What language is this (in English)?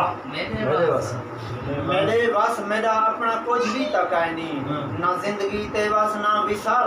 Saraiki